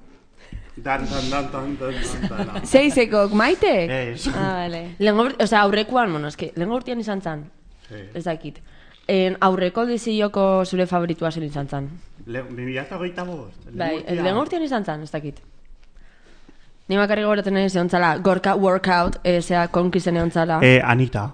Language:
Basque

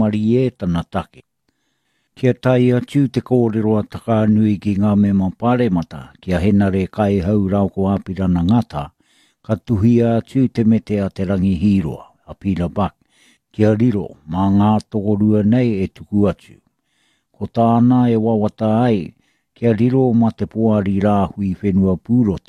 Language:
Māori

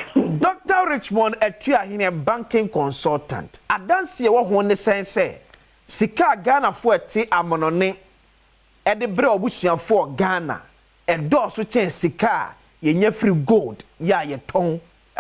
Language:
Akan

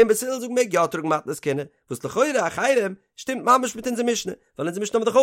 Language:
Yiddish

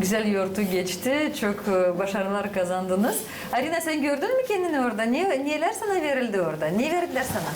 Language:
Gagauz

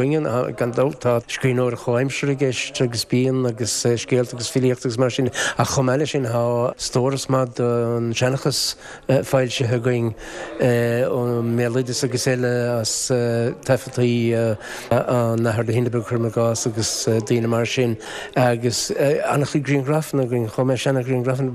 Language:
Irish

